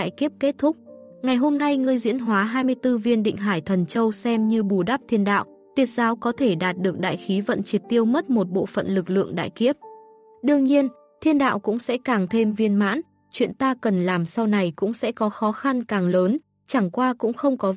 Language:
Vietnamese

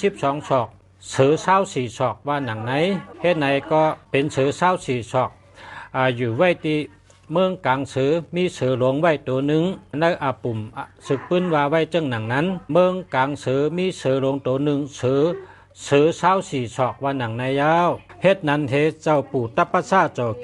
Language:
Shan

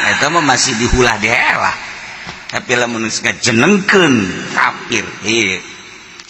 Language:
Sundanese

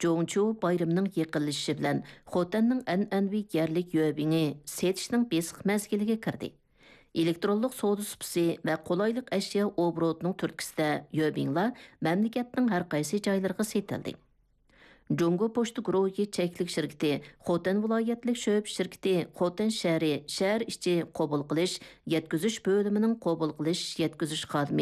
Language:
Uyghur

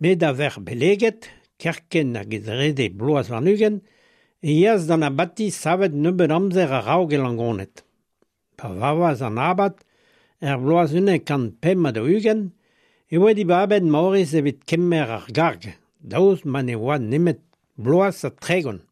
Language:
Breton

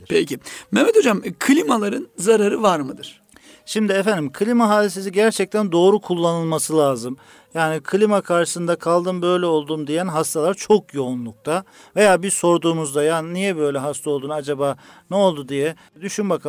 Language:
Turkish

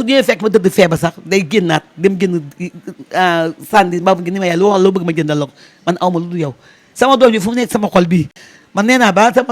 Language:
Wolof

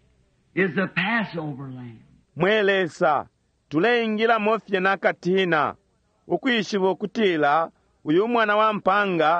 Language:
Bemba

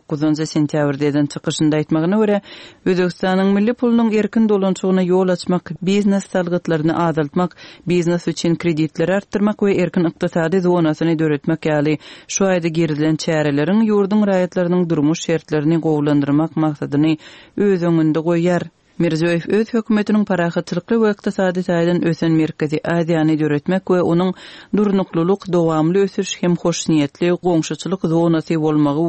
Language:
Turkmen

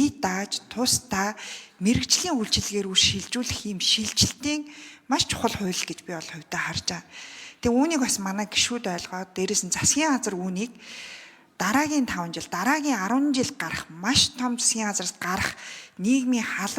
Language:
Mongolian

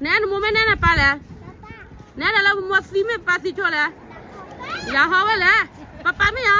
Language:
S'gaw Karen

